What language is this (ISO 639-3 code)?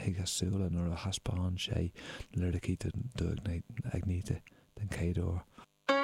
gle